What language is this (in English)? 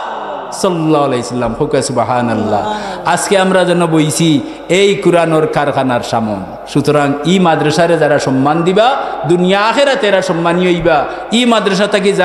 Sylheti